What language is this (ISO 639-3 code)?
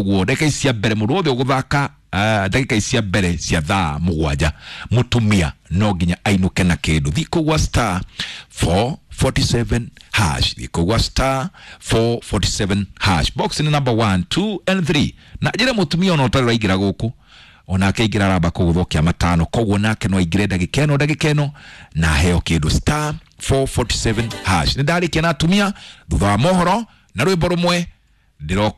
kik